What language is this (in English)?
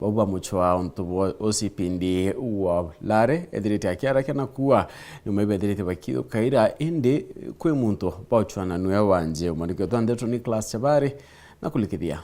Meru